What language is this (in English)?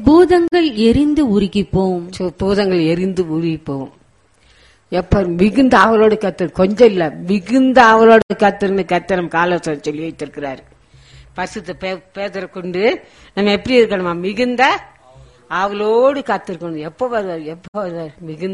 Tamil